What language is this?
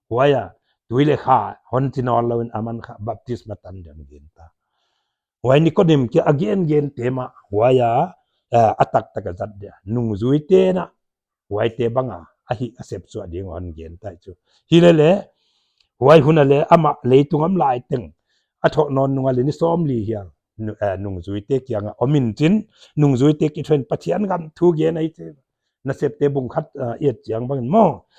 Paite Chin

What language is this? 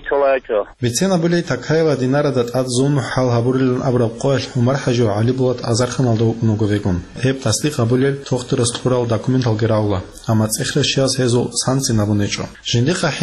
Avaric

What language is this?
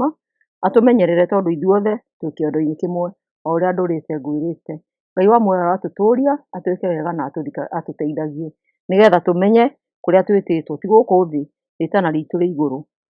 Kikuyu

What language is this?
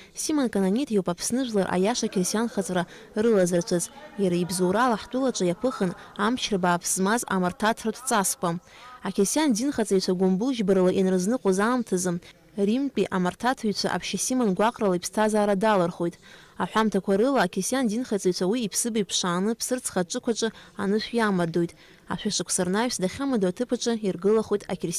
Abkhazian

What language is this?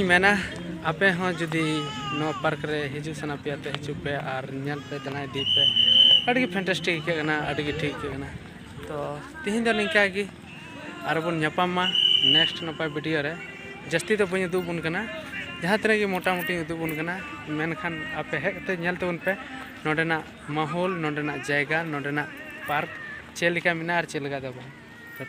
Santali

